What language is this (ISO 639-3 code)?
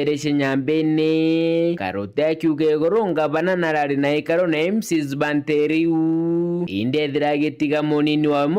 mer